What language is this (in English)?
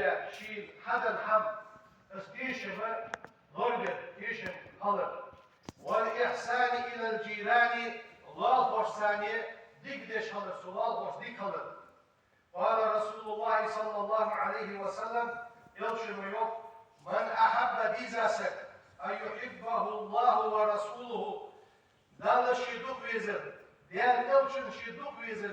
Ingush